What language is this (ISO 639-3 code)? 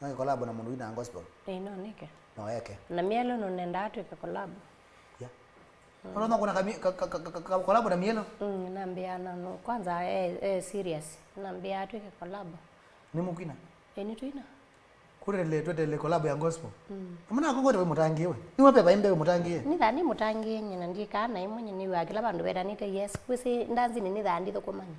kam